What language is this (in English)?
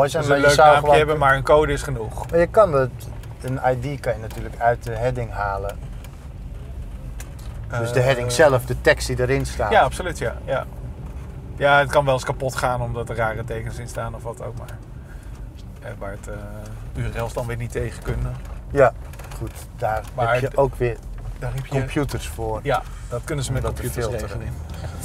Dutch